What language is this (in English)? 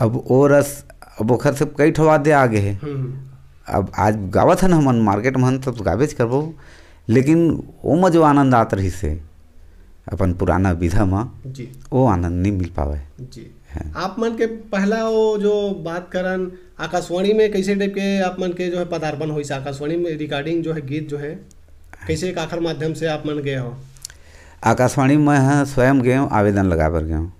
Chhattisgarhi